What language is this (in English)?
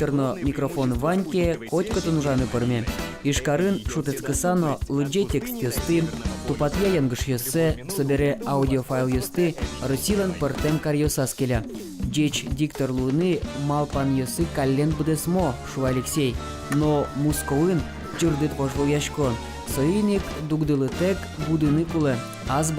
Udmurt